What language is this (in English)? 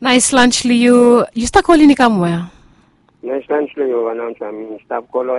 Bislama